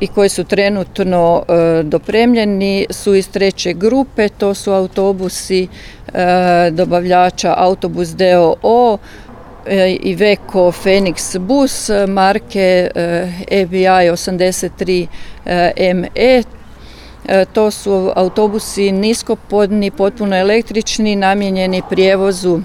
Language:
Croatian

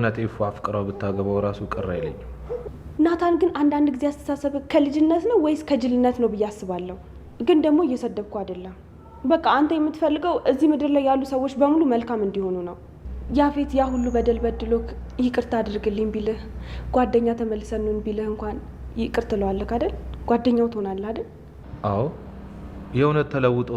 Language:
Amharic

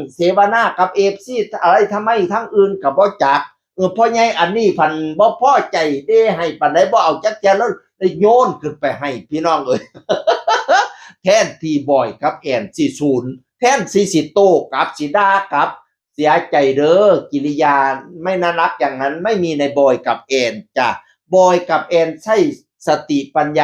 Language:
Northeastern Thai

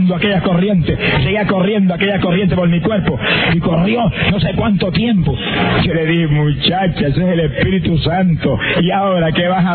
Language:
Spanish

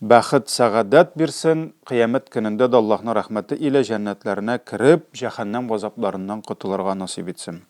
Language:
Tatar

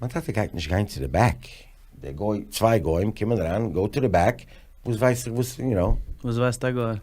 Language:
Yiddish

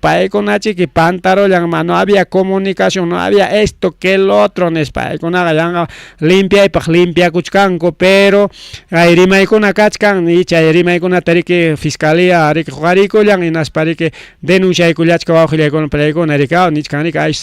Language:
Ayacucho Quechua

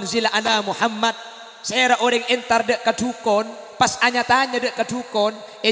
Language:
Madurese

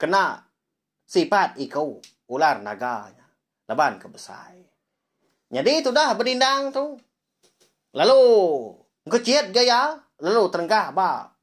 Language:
Iban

